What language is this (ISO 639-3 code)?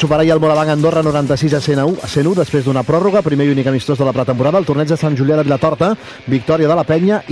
cat